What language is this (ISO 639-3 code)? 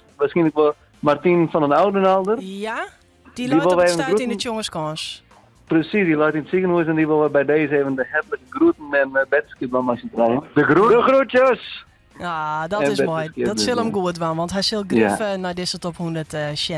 fry